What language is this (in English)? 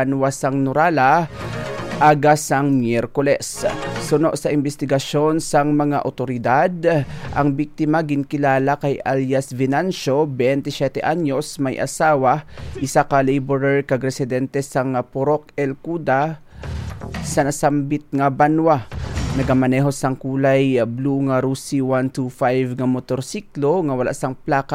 Hiligaynon